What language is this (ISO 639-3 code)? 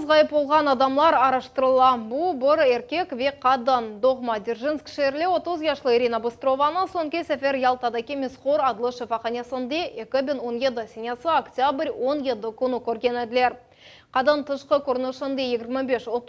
crh